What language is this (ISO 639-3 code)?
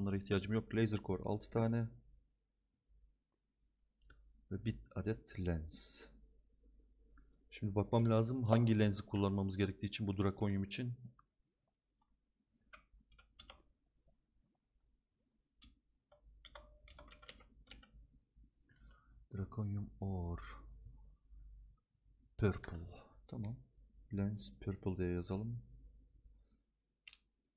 tur